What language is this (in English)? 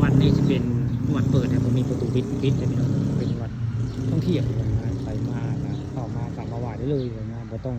Northeastern Thai